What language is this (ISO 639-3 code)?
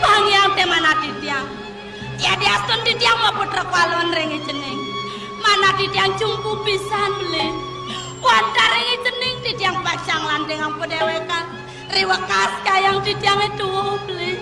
ban